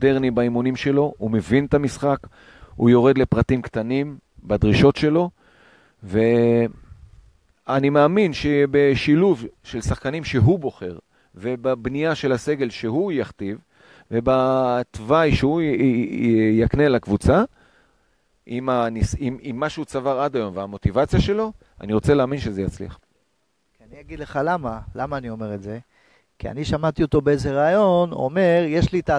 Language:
Hebrew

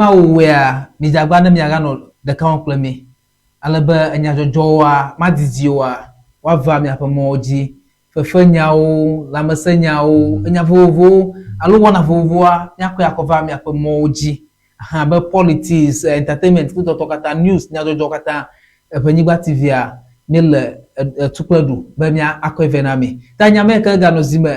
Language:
Ewe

